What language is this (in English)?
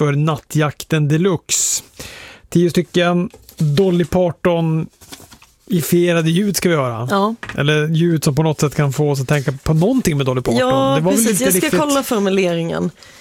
Swedish